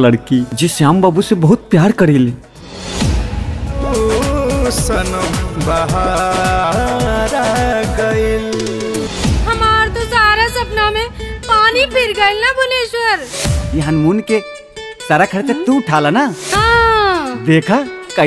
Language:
Bhojpuri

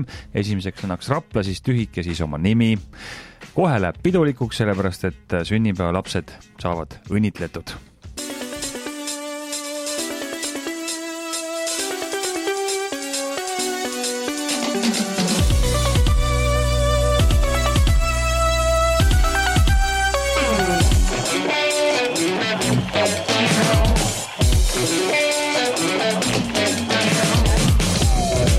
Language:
Estonian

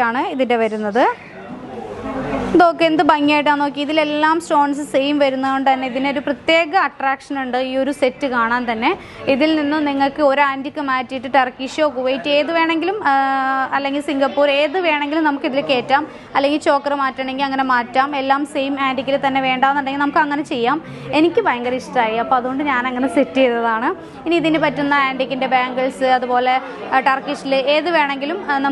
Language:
Malayalam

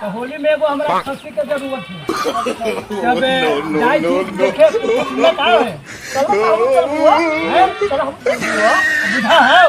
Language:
Magahi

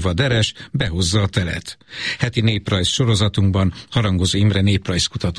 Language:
Hungarian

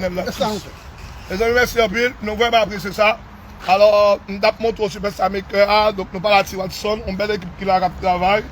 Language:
Haitian Creole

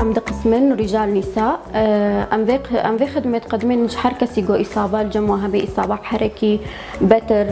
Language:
Kurdish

